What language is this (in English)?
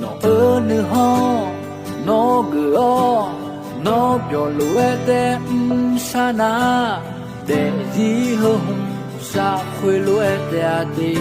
Akha